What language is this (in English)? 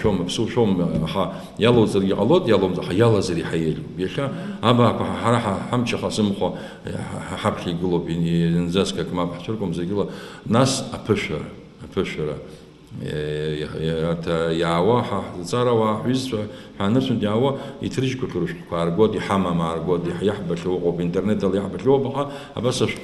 Abkhazian